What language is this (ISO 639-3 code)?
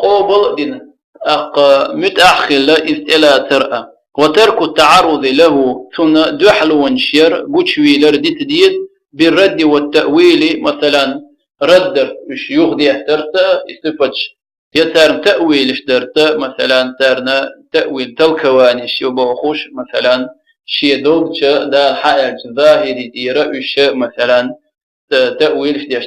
che